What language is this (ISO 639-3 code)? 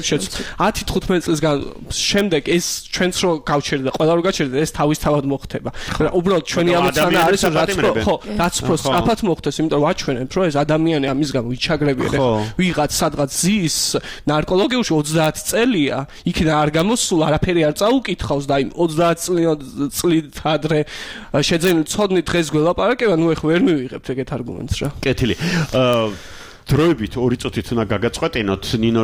kat